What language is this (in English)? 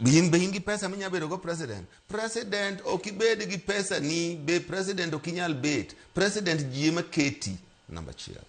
Luo (Kenya and Tanzania)